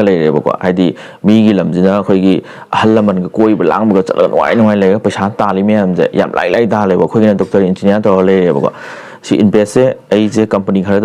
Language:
Manipuri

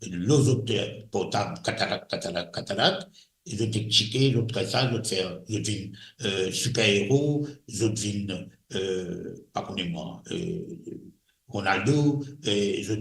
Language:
Morisyen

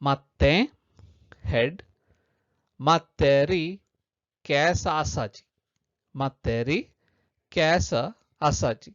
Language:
Konkani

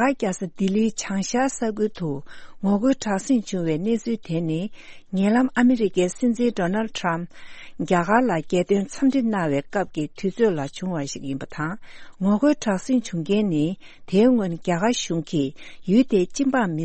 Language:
Tibetan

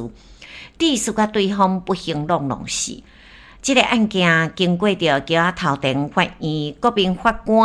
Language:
Min Nan Chinese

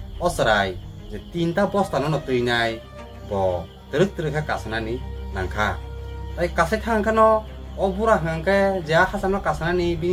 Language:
Kok Borok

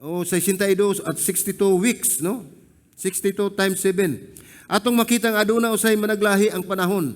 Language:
Cebuano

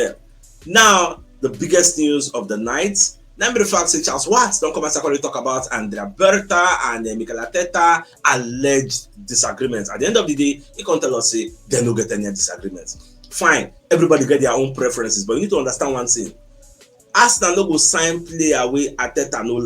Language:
Nigerian Pidgin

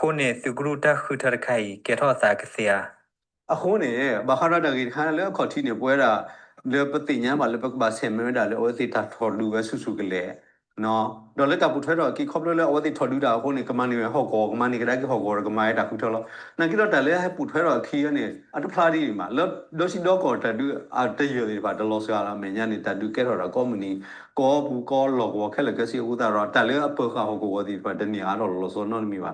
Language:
S'gaw Karen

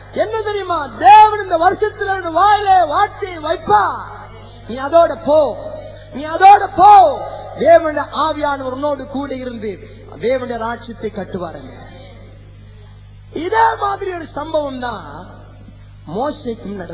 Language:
Tamil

